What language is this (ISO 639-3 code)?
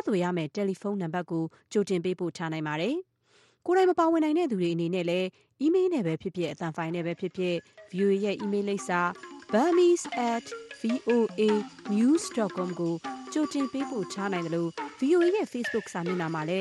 mya